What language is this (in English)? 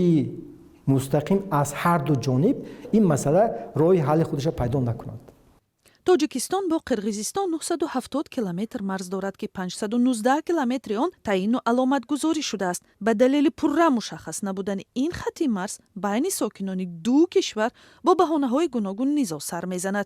Tajik